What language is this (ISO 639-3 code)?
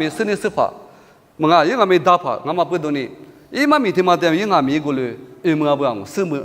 lis